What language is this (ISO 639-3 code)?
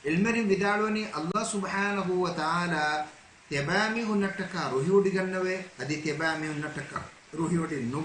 div